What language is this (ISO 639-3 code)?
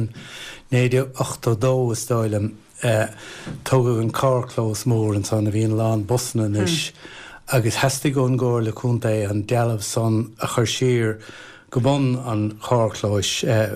gle